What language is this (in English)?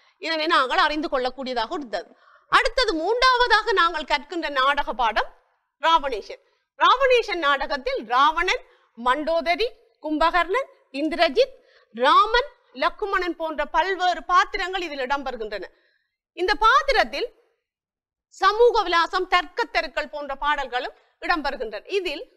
Tamil